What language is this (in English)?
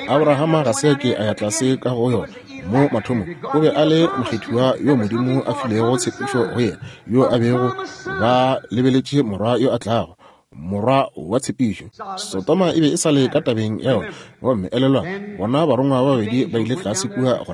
Northern Sotho